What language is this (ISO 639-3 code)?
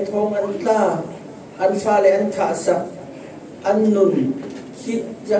cfm